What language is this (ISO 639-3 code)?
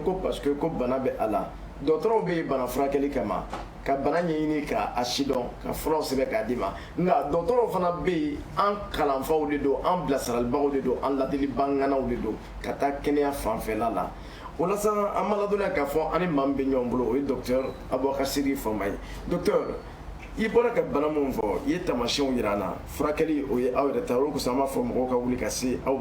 bam